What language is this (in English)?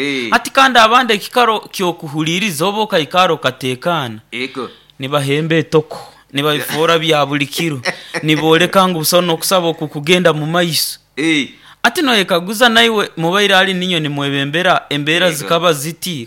Nyoro